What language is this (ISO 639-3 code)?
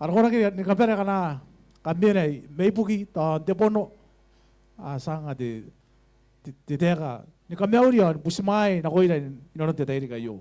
gil